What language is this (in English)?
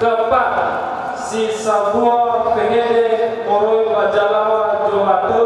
Nias